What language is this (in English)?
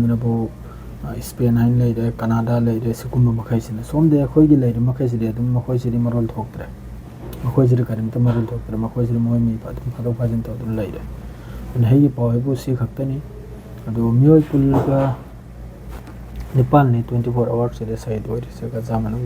Manipuri